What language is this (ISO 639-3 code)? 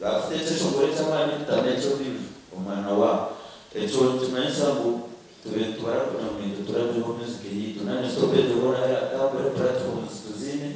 nyn